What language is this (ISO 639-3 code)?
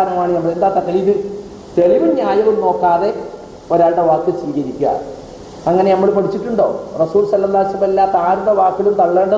mal